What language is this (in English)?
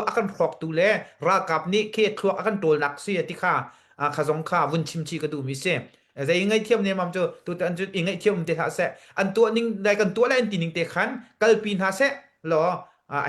Hakha Chin